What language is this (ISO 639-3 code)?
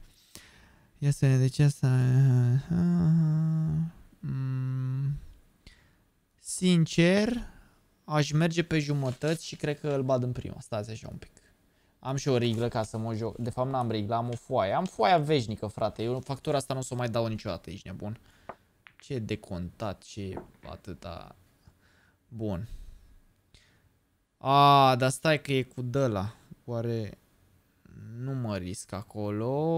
ron